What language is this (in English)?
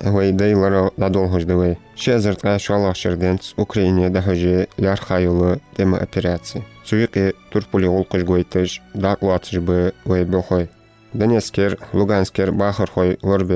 Ingush